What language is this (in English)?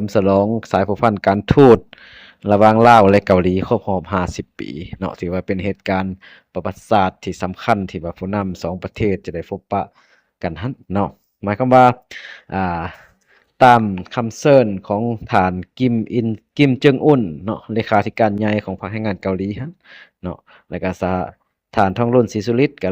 Lao